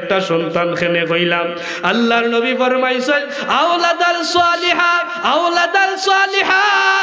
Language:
Sylheti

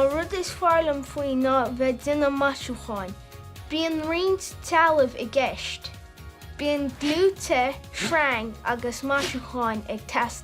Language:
Irish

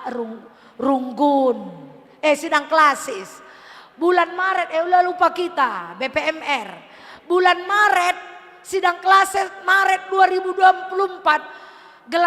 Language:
Batak Karo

